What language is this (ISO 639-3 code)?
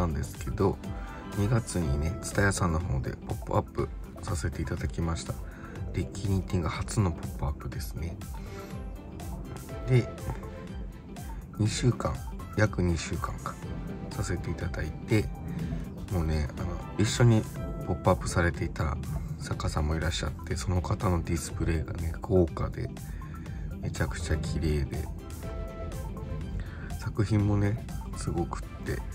jpn